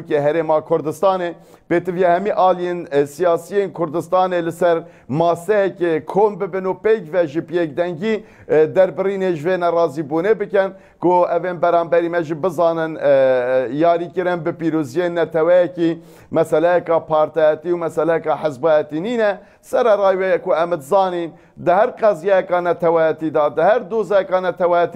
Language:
Kurdish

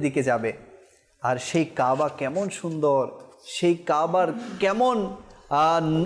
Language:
Bangla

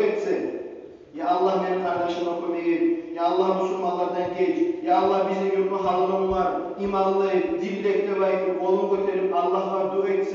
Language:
Kumyk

